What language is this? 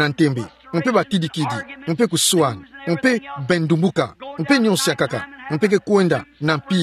Kituba (Democratic Republic of Congo)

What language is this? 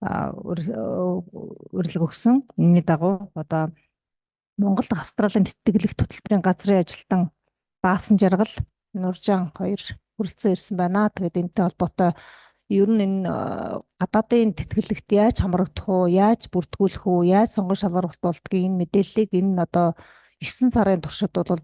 Mongolian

